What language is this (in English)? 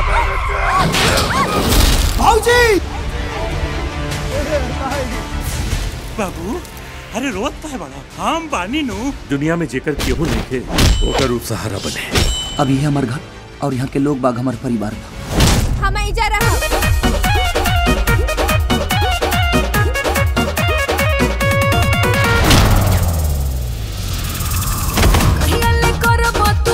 Bhojpuri